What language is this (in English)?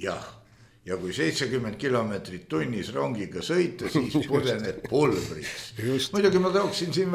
Estonian